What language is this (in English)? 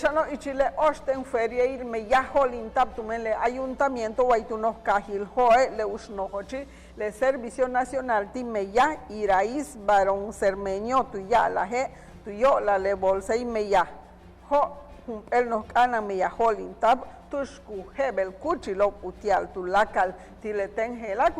Yucateco